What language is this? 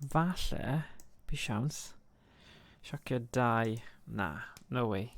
Welsh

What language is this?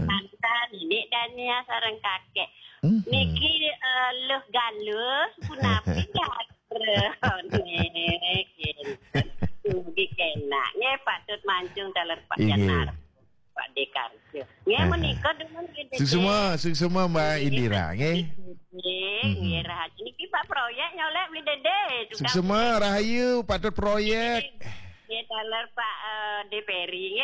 Balinese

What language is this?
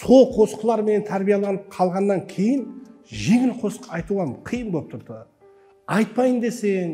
Kara-Kalpak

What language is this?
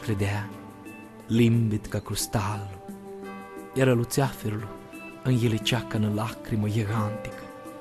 Aromanian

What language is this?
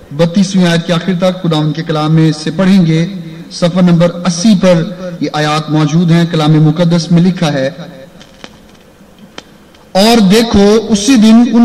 Urdu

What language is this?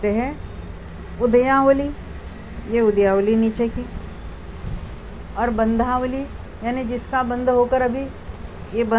Hindi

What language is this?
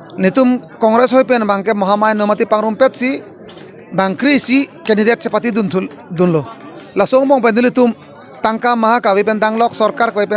Karbi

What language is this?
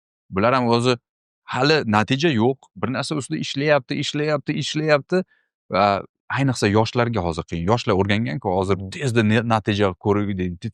Uzbek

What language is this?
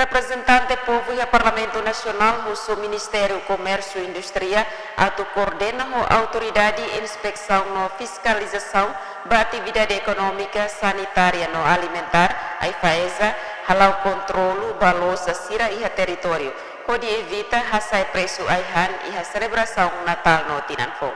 Tetum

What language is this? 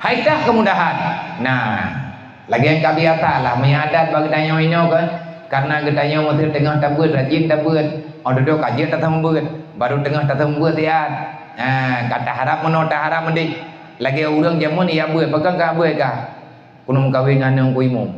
Achinese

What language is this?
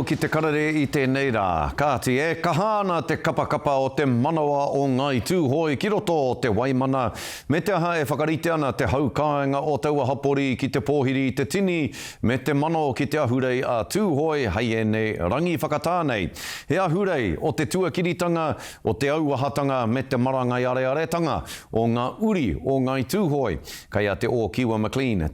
Māori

